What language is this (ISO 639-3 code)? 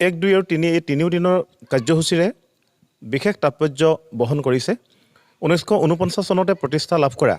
asm